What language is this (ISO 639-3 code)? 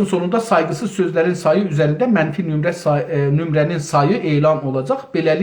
azb